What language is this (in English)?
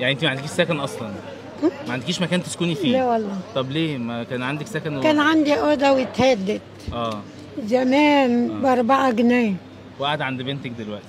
Egyptian Arabic